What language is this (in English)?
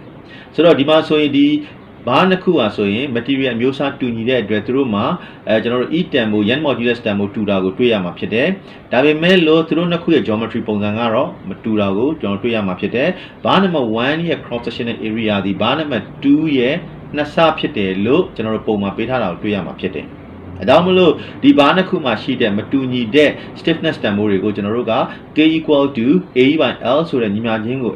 Burmese